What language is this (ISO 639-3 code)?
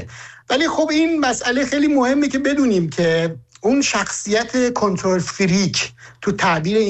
fas